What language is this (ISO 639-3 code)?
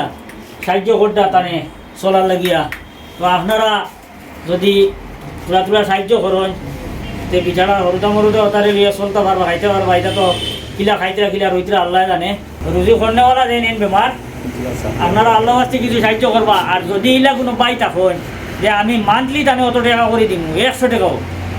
syl